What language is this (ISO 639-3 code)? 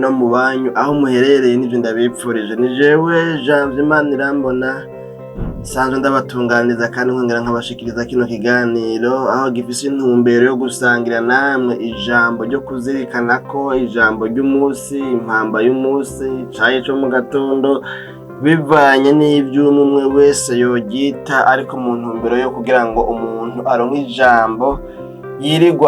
run